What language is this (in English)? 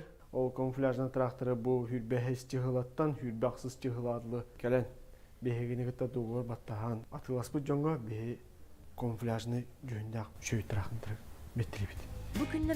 Yakut